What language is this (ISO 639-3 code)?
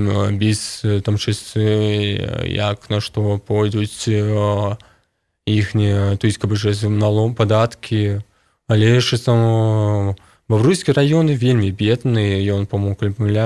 bel